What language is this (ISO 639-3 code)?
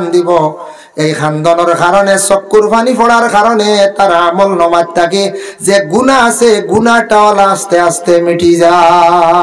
syl